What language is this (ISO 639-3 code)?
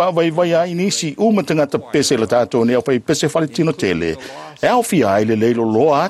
smo